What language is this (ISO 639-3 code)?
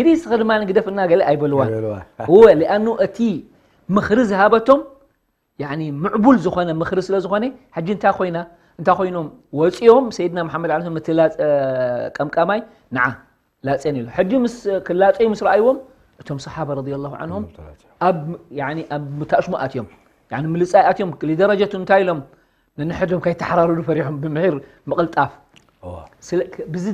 tir